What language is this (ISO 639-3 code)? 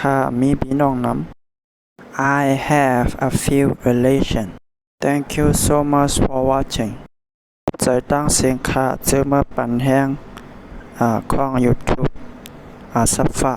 shn